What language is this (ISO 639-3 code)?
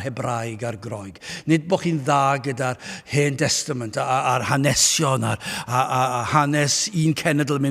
cym